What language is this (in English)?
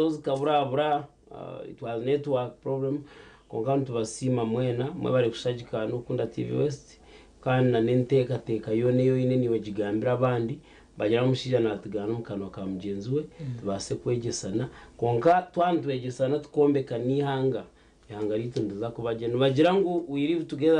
Nyankole